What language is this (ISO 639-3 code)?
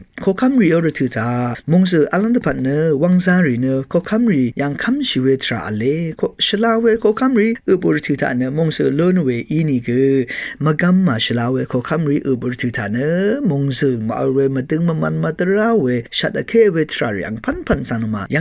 raw